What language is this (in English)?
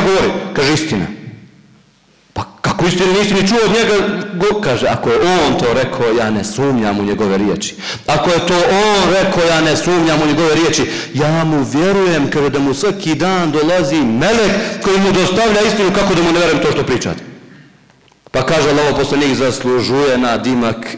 Bosnian